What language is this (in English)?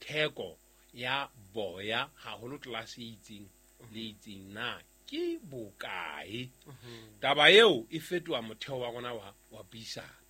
Southern Sotho